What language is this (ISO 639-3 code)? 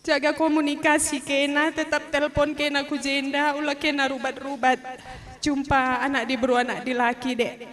btx